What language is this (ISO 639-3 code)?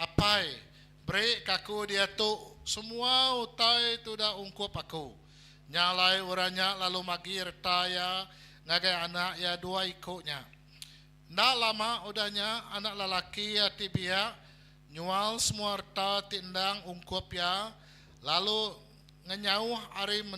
iba